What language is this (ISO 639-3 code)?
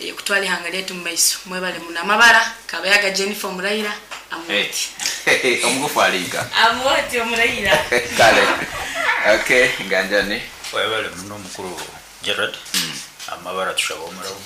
nyo